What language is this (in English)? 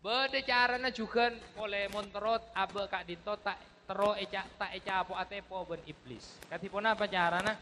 Madurese